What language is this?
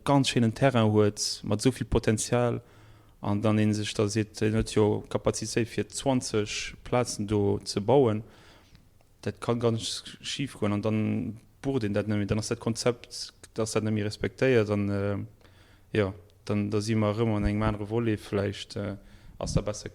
Luxembourgish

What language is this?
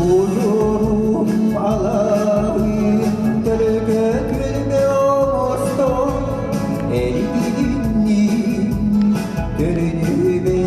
Yakut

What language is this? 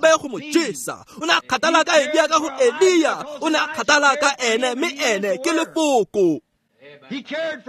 Tswana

